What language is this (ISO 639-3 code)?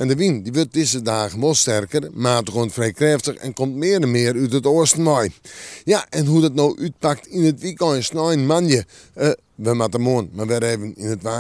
fry